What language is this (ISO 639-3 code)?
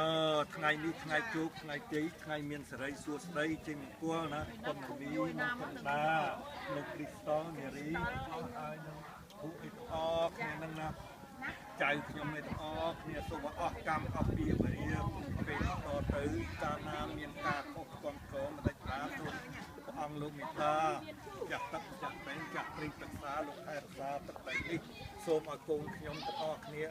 khm